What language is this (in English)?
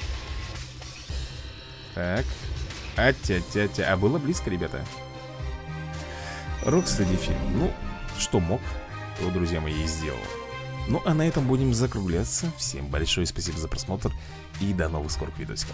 Russian